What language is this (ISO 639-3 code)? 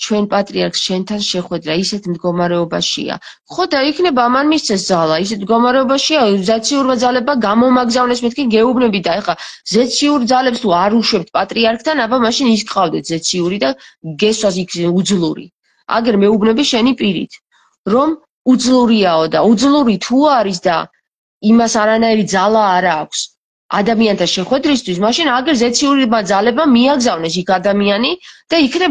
kat